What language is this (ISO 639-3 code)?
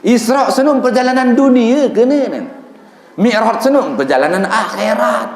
sas